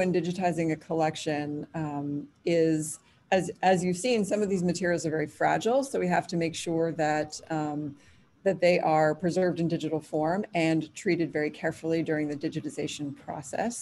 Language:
English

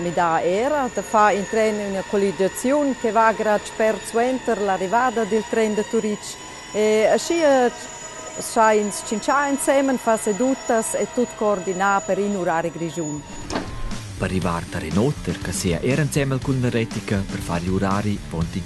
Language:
Romansh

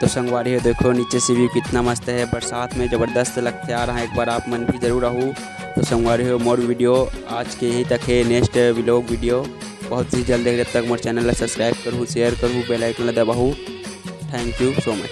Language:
Chhattisgarhi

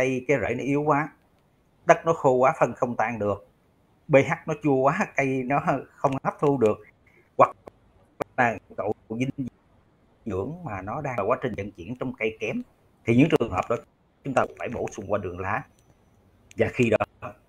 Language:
Vietnamese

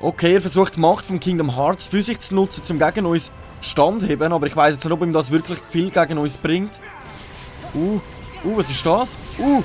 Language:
Swiss German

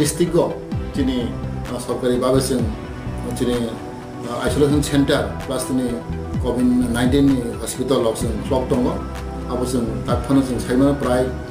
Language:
Riang (India)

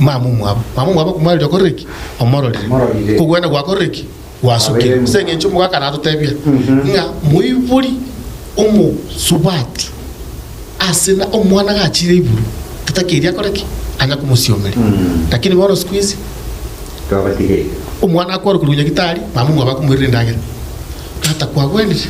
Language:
Gusii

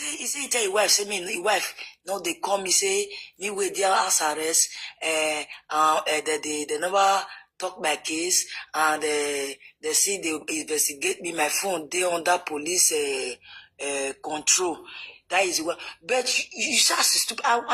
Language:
Nigerian Pidgin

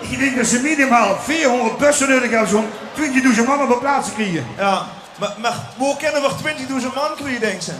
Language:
Limburgish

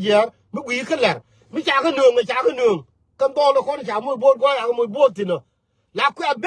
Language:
Nuer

